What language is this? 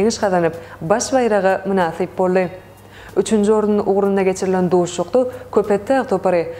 Turkmen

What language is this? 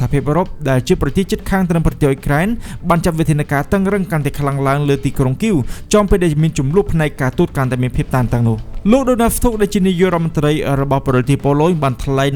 Khmer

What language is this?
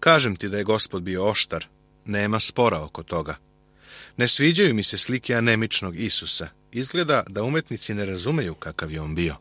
Serbian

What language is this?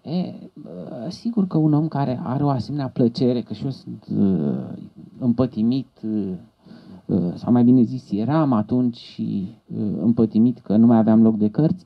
Romanian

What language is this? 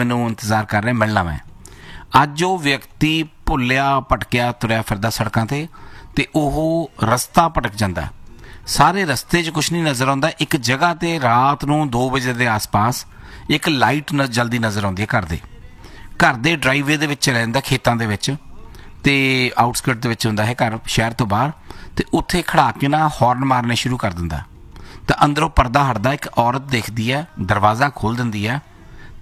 Punjabi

